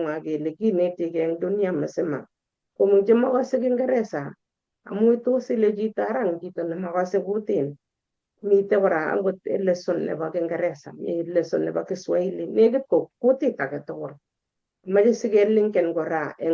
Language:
Kalenjin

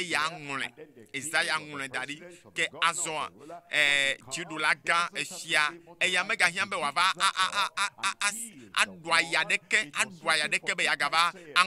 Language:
Ewe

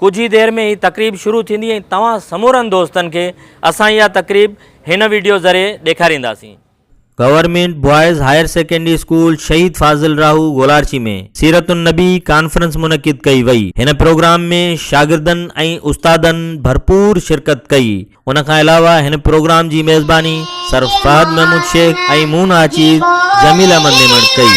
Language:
Sindhi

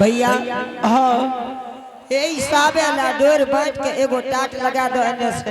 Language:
Angika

